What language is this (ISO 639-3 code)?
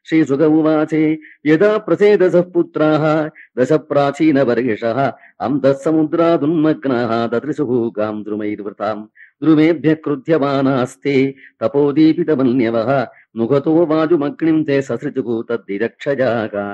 san